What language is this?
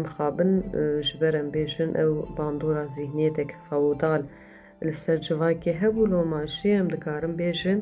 Kurdish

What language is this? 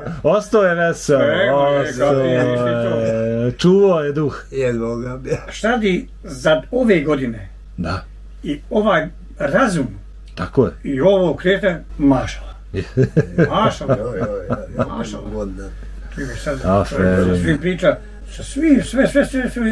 Bosnian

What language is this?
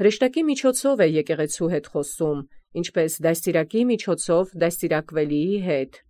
Armenian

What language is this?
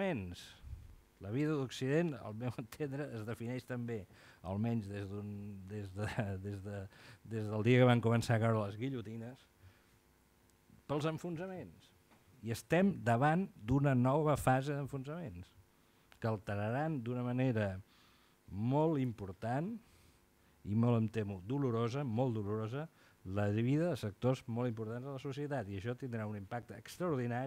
Catalan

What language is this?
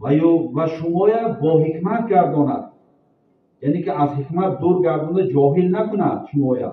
Tajik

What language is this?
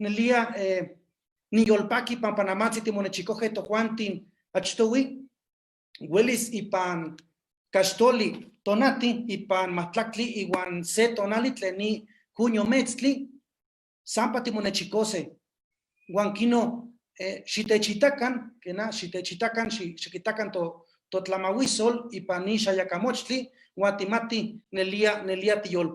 Eastern Huasteca Nahuatl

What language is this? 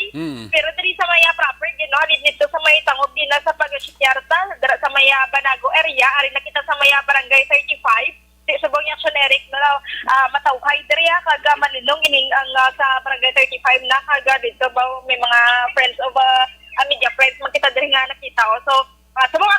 Hiligaynon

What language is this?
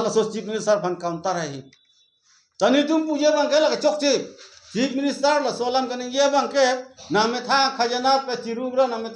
Karbi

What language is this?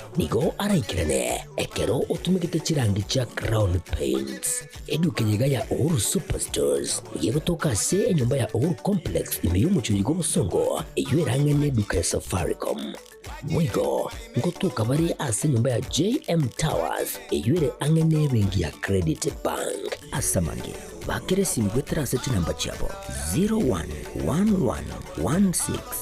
Gusii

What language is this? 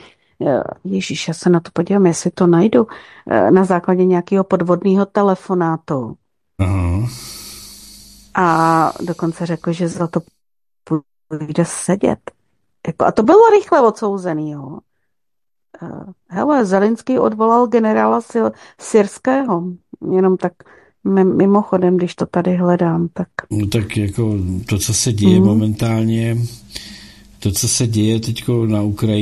Czech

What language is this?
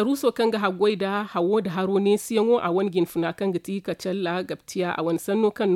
Zarma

